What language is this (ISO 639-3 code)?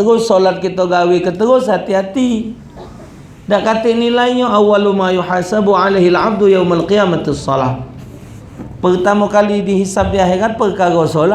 mui